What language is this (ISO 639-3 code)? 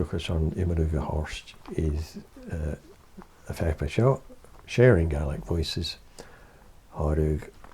gla